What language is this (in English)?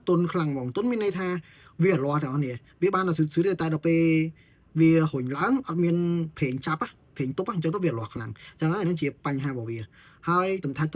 Khmer